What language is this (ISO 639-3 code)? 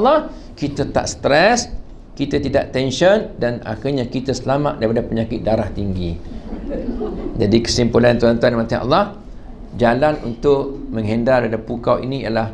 msa